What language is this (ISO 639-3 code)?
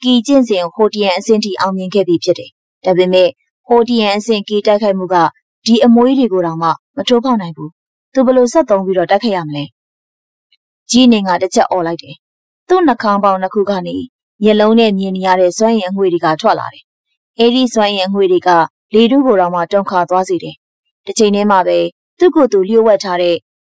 mya